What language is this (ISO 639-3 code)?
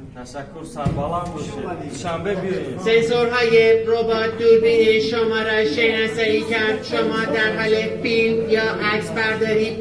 tgk